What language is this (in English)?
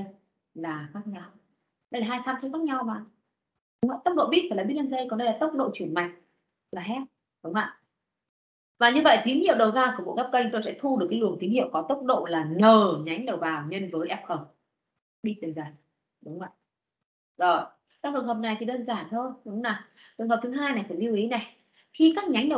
Vietnamese